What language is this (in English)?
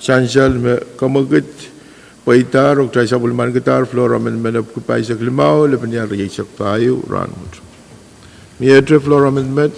Pohnpeian